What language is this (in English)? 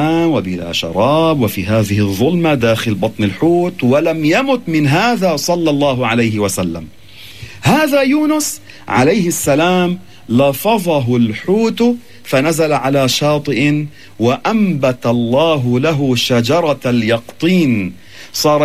Arabic